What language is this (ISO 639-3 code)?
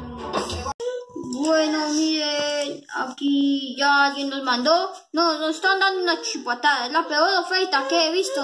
spa